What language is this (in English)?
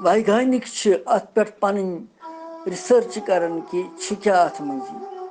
Kashmiri